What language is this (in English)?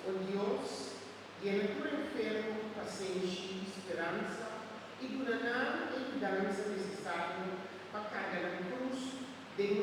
Papiamento